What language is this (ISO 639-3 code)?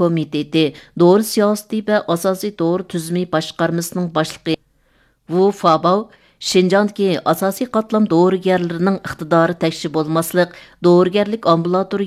uig